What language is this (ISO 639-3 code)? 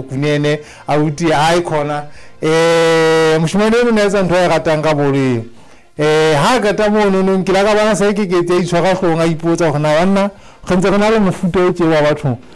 sot